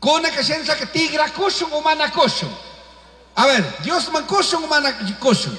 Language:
Chimborazo Highland Quichua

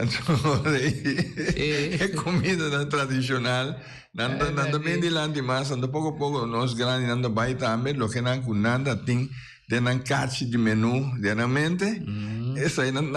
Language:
Papiamento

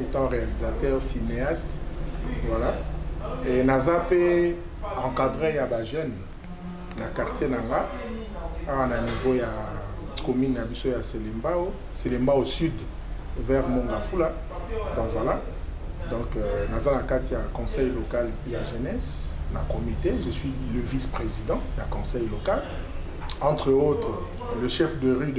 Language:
Lingala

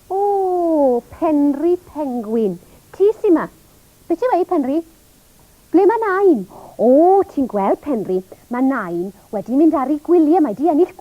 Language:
Welsh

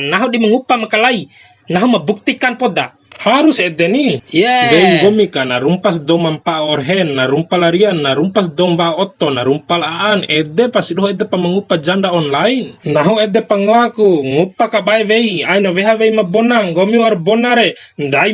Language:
Bima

